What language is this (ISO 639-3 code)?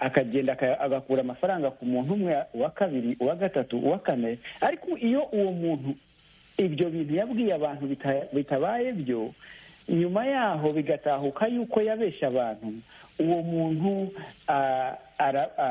kin